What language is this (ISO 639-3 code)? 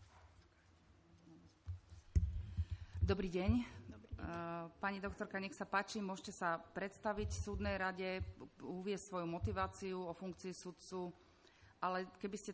slk